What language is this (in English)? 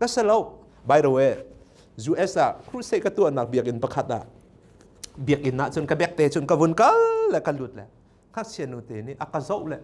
Hakha Chin